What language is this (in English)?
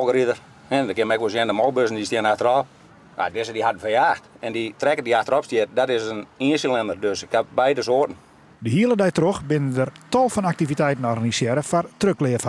Western Frisian